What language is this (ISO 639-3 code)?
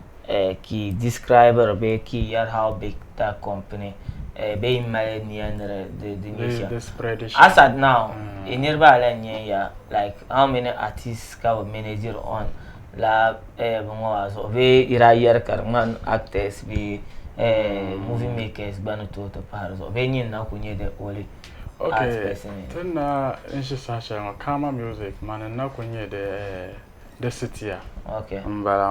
dag